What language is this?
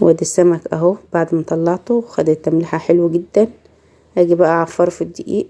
Egyptian Arabic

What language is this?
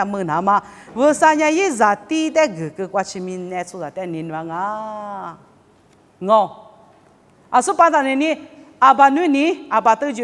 Lisu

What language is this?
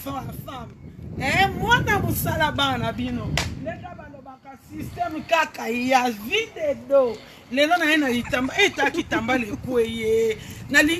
Lingala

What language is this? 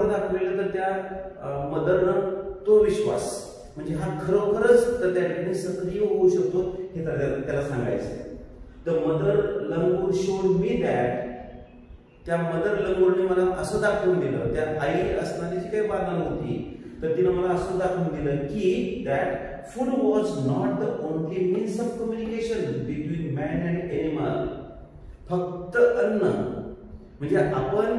Marathi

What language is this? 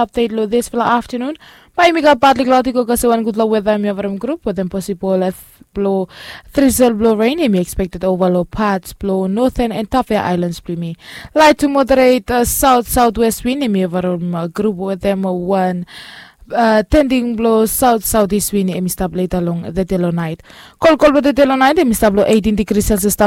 Bislama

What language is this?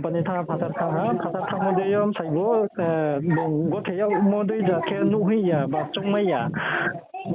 Riang (India)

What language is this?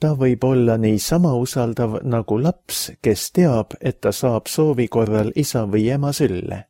Estonian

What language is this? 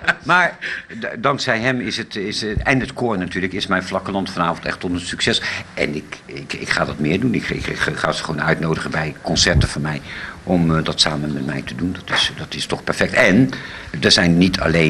Dutch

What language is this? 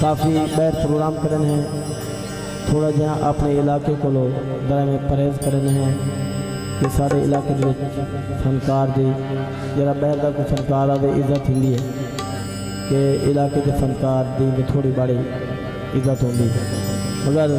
Saraiki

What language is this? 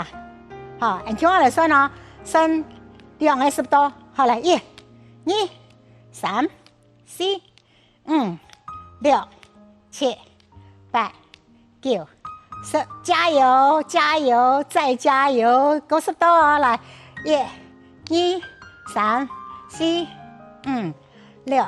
Hakka Chinese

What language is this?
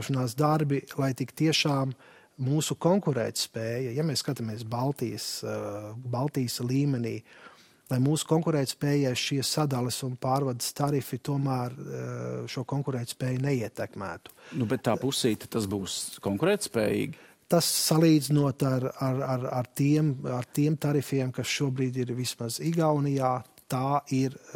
Latvian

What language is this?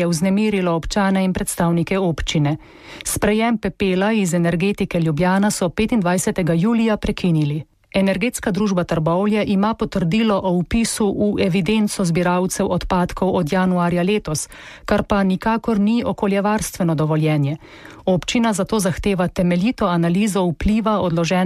Slovenian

